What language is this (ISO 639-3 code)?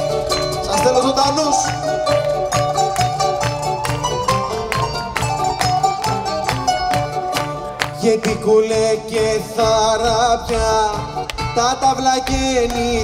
ell